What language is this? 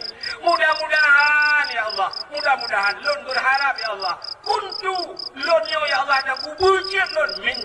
Achinese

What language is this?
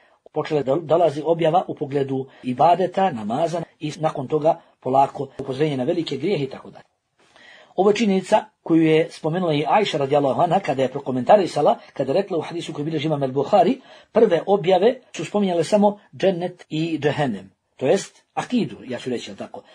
Bosnian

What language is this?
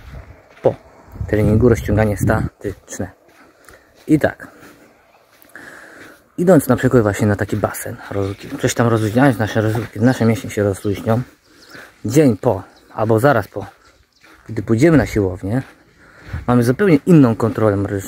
Polish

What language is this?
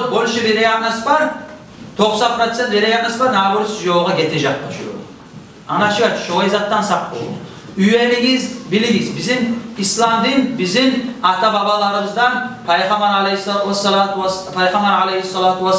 Kumyk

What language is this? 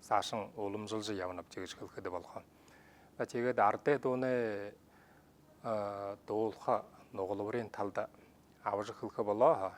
Buriat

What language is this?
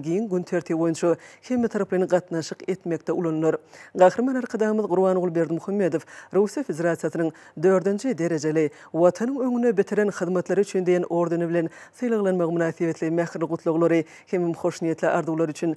Turkmen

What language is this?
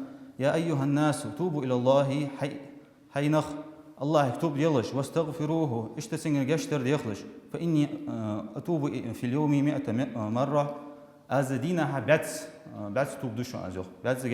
Ingush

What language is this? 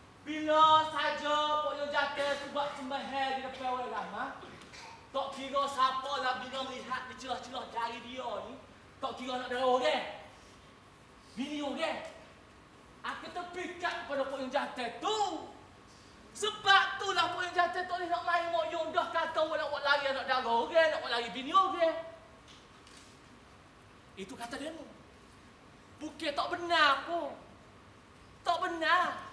Malay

